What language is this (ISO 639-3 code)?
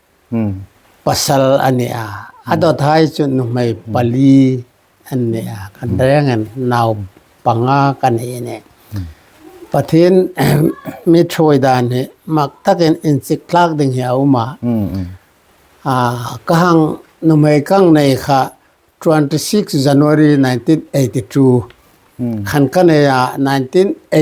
hmr